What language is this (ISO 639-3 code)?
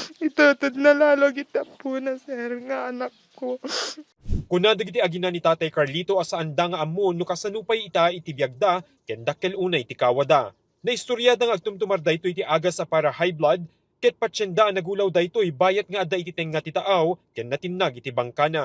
ilo